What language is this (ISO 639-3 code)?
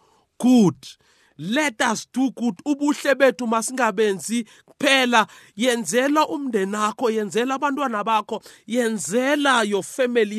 nbl